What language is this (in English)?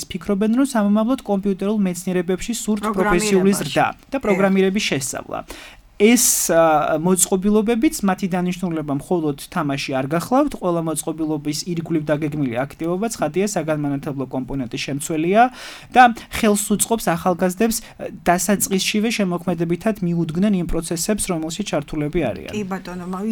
Georgian